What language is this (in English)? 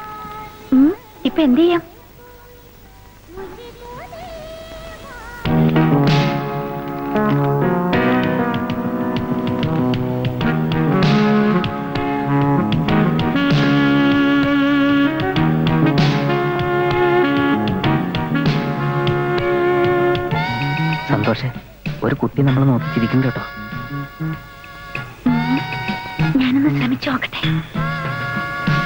Malayalam